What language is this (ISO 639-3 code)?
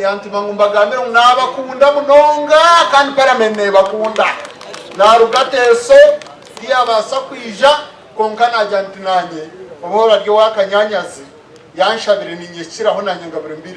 nyn